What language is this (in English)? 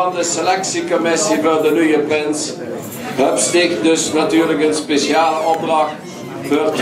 Limburgish